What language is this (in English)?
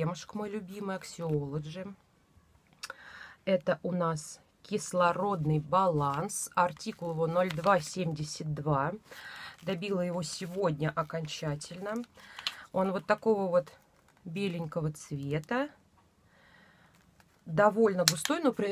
Russian